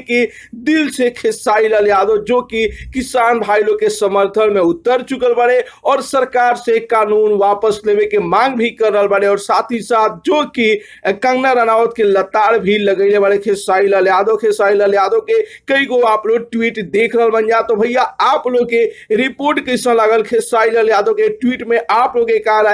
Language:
Bhojpuri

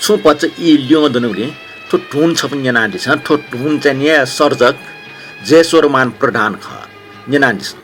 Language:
Newari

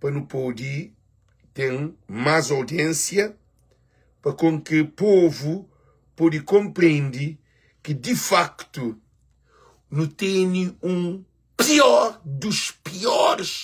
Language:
Kabuverdianu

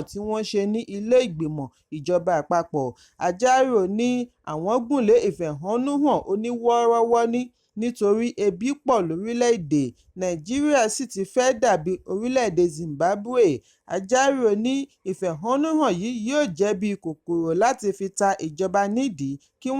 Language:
Yoruba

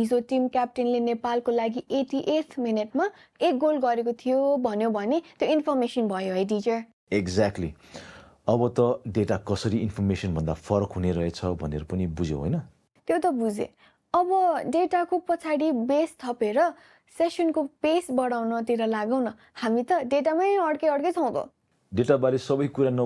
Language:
Nepali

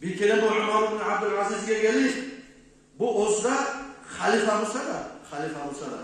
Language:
Kumyk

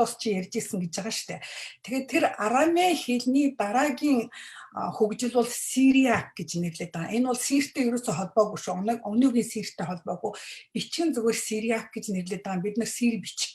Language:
Mongolian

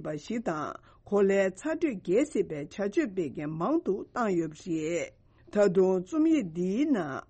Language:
Tibetan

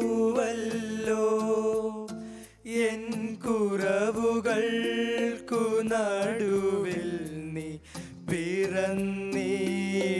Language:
Malayalam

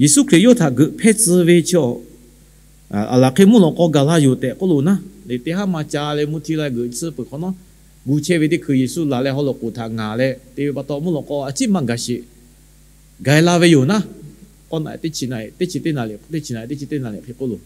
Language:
Lahu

